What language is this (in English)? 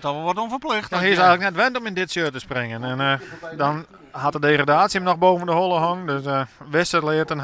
Western Frisian